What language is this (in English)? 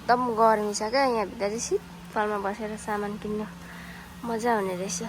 Nepali